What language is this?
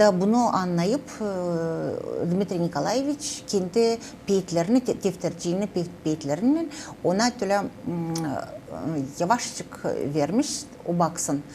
Gagauz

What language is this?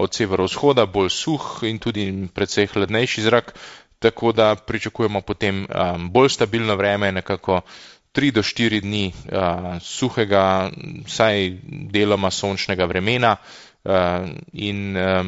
Slovenian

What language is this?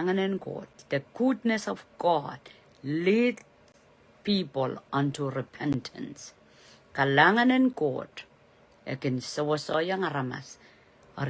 Pohnpeian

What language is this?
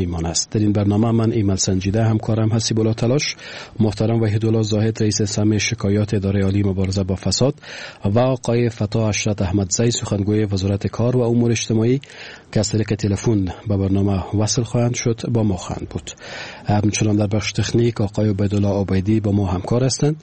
Persian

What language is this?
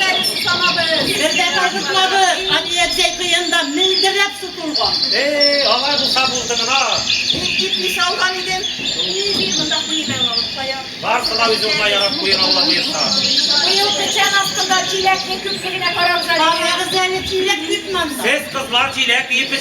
Tatar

